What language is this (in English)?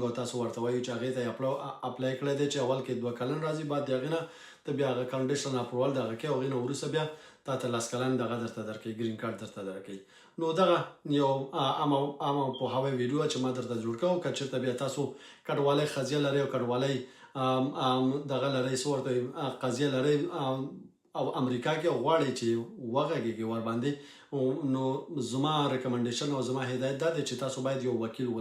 Pashto